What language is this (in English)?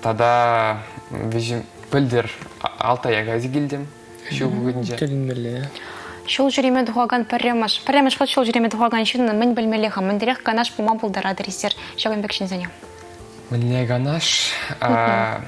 Chuvash